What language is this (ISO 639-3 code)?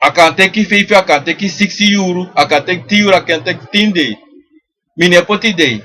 srn